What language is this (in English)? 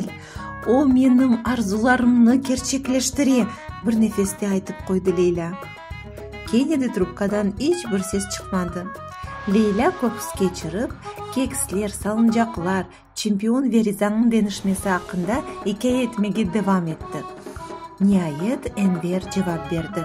Crimean Tatar